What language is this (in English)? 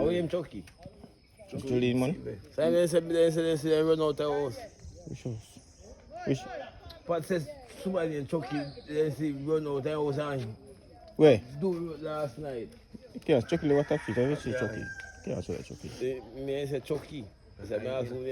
Jamaican Creole English